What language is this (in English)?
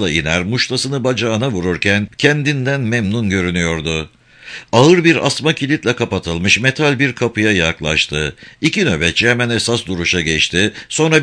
Turkish